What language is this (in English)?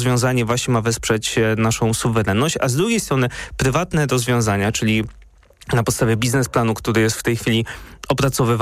Polish